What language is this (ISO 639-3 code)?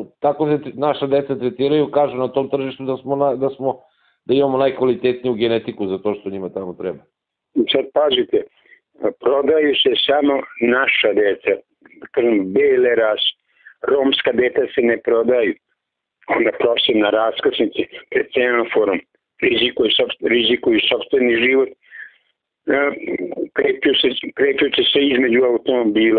srp